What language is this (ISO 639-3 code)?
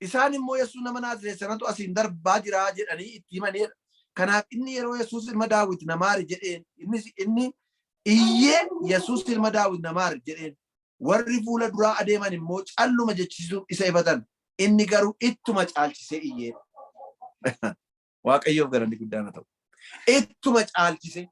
orm